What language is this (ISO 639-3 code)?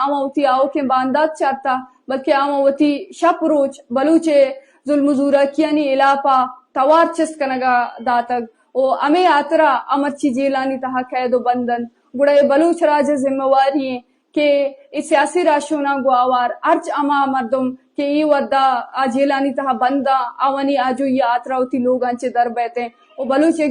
bgp